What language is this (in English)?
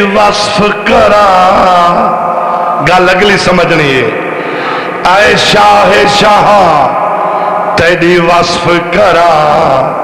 Saraiki